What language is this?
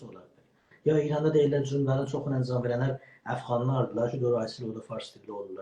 South Azerbaijani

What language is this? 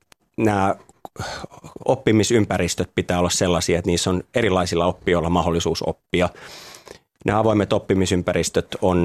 Finnish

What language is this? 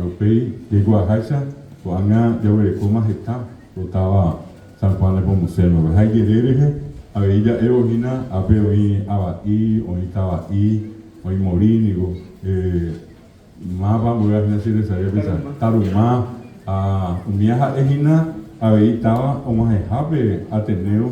Guarani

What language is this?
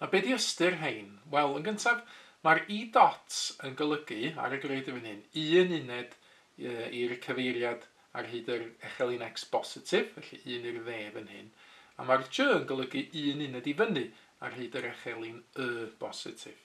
Welsh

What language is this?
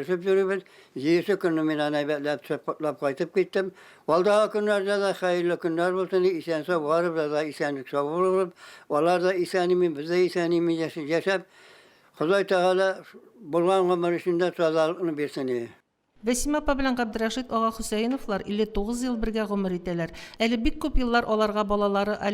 Tatar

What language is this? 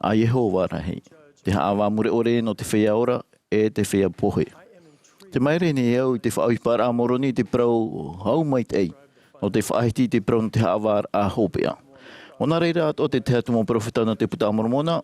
Tahitian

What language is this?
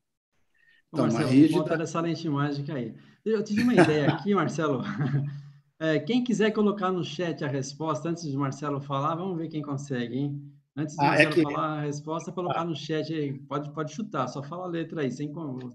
Portuguese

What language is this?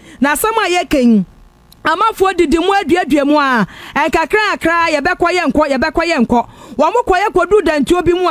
Akan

